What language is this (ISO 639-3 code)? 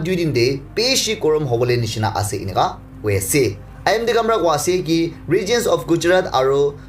nag